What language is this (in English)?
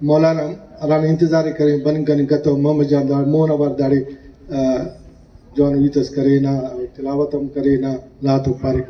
Brahui